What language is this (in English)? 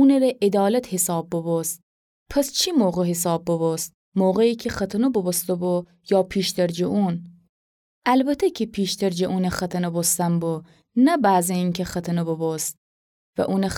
Gilaki